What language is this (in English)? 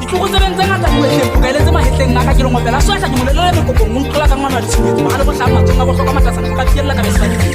Tswana